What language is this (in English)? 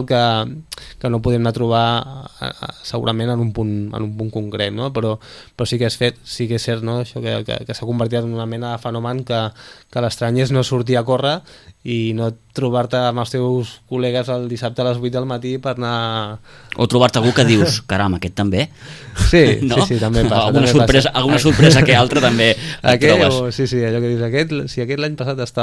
Catalan